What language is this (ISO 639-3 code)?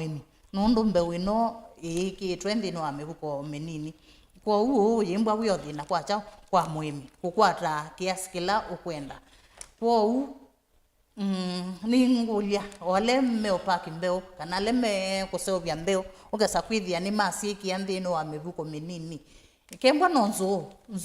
kam